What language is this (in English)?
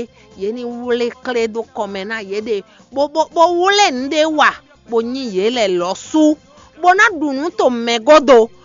Fon